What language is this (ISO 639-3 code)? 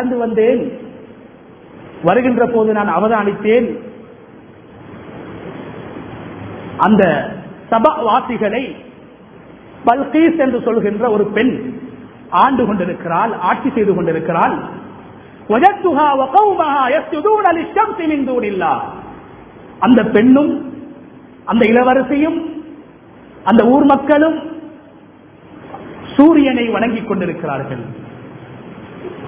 tam